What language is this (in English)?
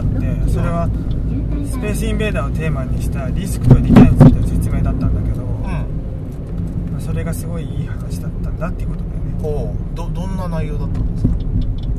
Japanese